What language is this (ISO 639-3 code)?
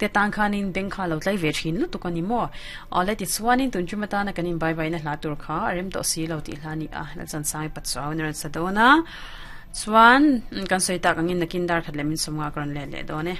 lus